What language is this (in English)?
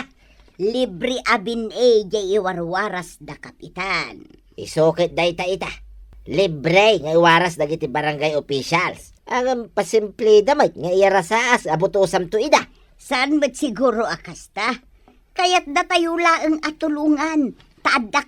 Iloko